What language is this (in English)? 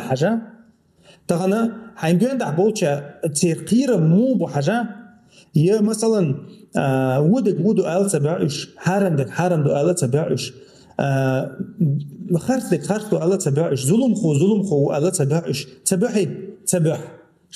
Chechen